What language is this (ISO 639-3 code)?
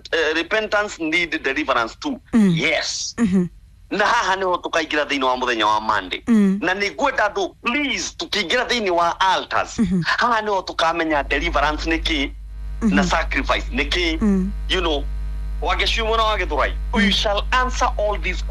kik